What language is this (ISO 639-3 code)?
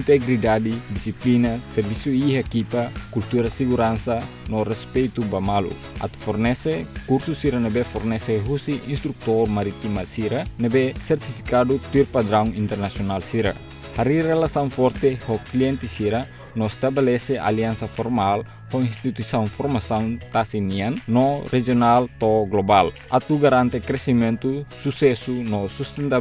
tet